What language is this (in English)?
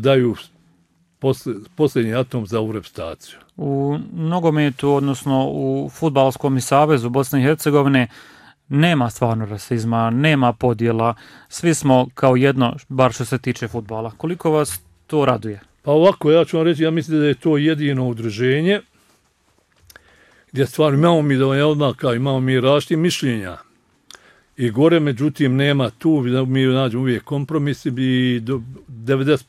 Bosnian